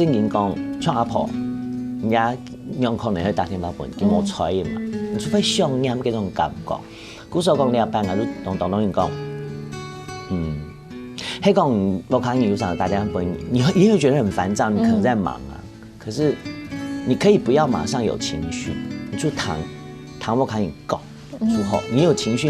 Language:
Hakka Chinese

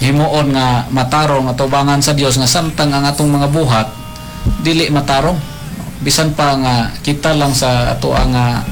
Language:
Cebuano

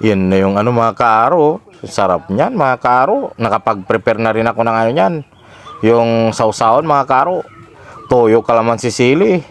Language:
Pangasinan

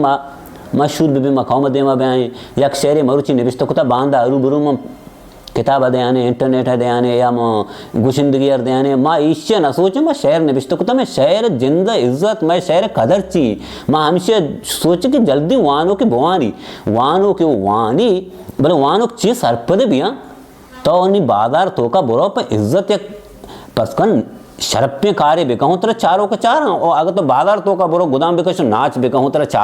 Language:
Baluchi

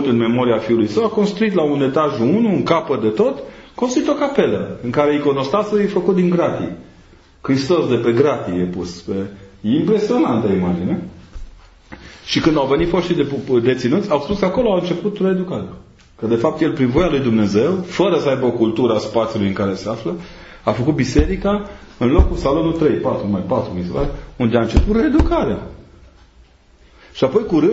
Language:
Romanian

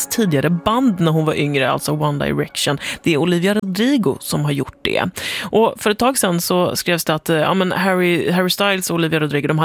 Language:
Swedish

